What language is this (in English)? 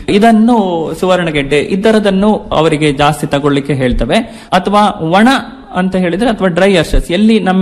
Kannada